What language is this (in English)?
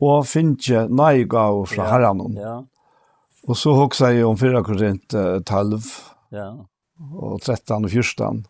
Faroese